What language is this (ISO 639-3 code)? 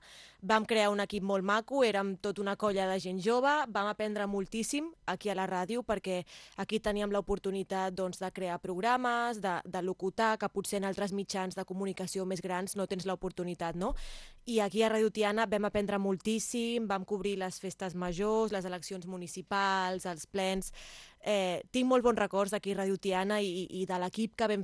cat